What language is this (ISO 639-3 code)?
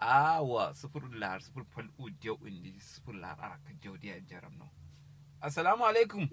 kau